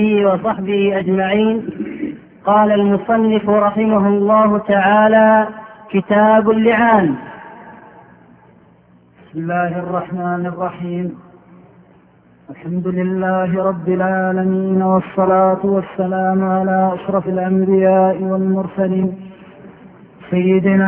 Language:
Arabic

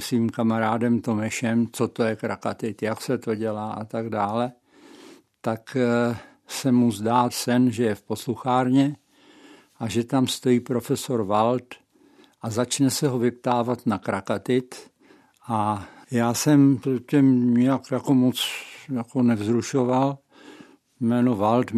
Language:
Czech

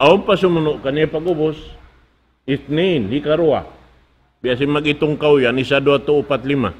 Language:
Tausug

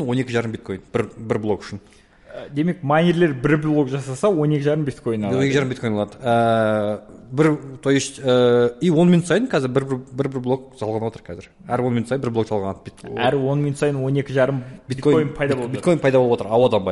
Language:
Kazakh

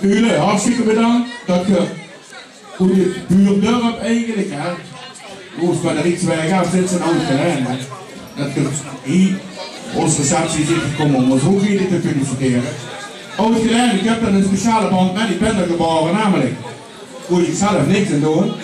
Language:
Limburgish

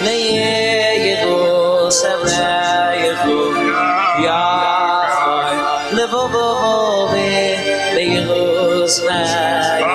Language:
Yiddish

